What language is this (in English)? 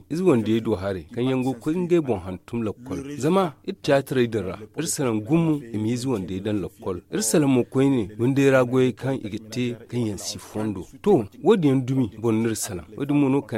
Zarma